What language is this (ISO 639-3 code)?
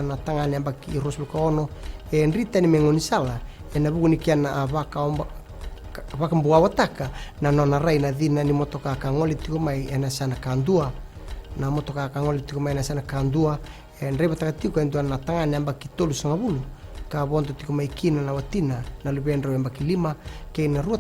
fij